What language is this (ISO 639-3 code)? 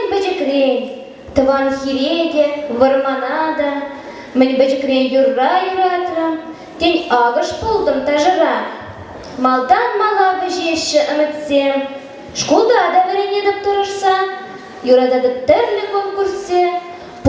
chv